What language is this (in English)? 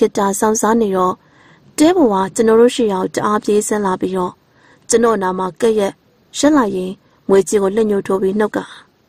Burmese